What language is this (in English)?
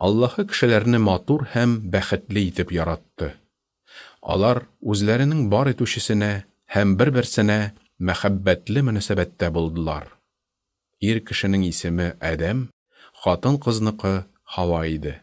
Tatar